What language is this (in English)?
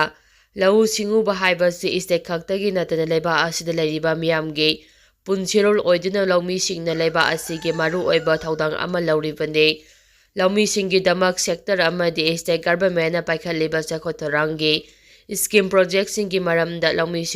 Manipuri